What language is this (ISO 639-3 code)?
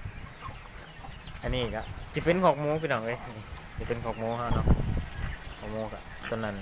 lao